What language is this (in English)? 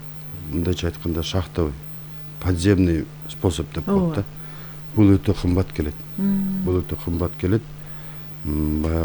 Kyrgyz